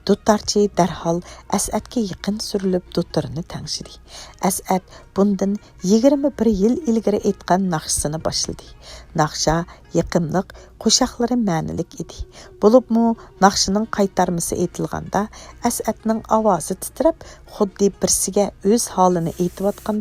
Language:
Uyghur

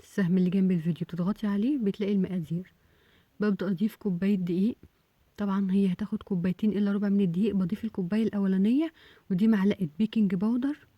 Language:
Egyptian Arabic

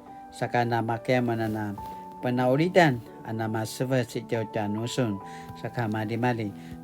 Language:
Paiwan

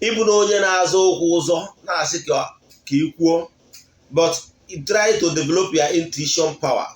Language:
Igbo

